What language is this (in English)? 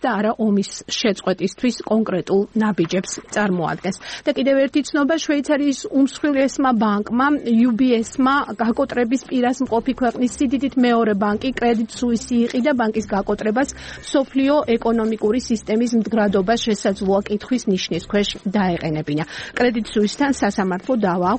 Georgian